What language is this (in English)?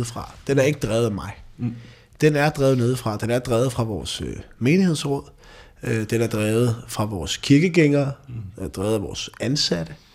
Danish